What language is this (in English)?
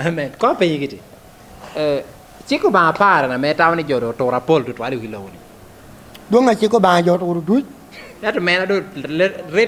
Lango (Uganda)